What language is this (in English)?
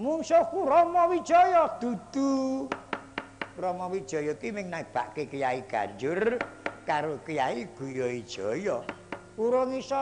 Javanese